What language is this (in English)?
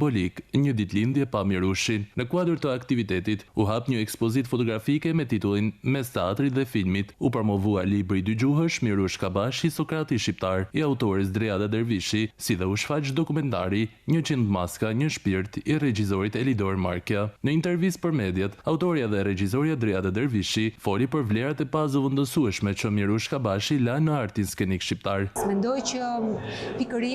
Albanian